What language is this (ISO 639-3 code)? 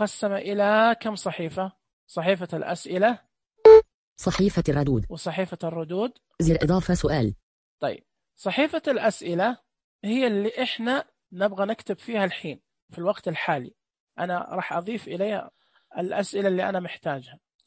ars